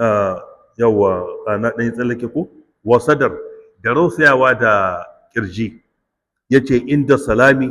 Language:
Hausa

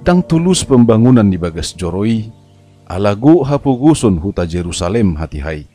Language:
Batak Toba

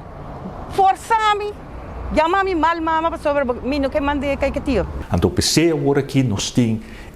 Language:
Papiamento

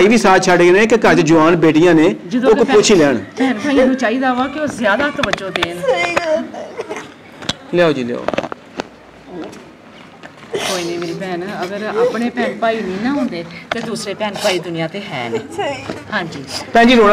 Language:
Punjabi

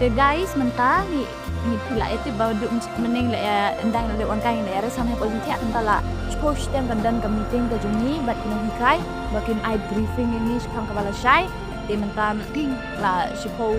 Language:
Khasi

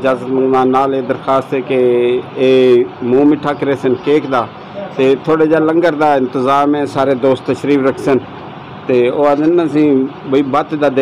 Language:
Saraiki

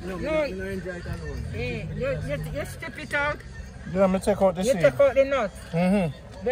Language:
Jamaican Creole English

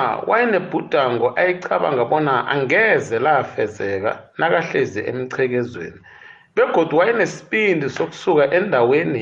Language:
South Ndebele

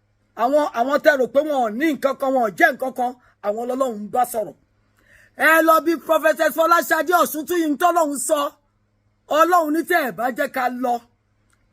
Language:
Yoruba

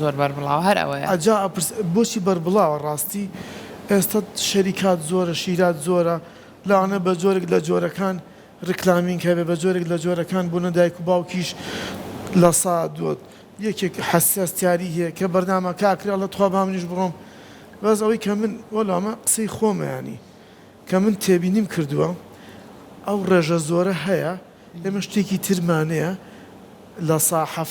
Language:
Central Kurdish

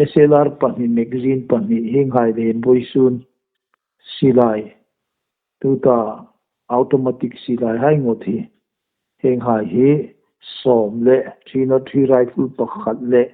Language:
Hmar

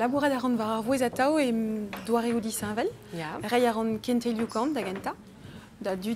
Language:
Breton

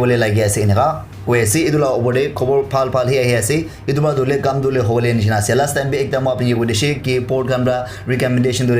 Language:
Naga Pidgin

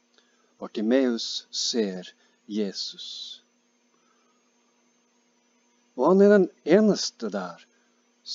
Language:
Norwegian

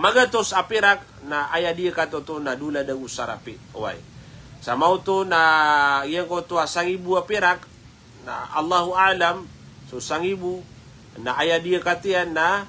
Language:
Maranao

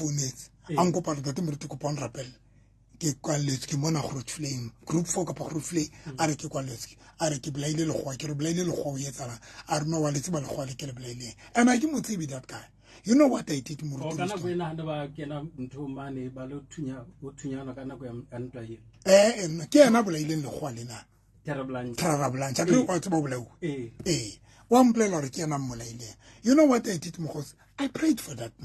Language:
Southern Sotho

